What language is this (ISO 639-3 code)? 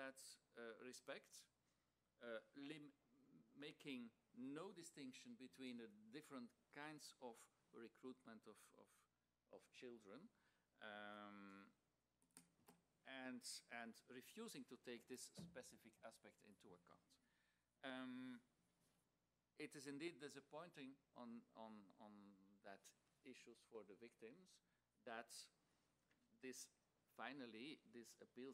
eng